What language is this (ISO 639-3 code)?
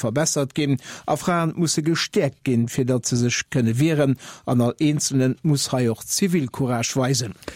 ltz